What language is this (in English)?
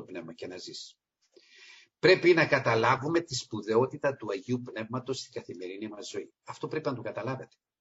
Greek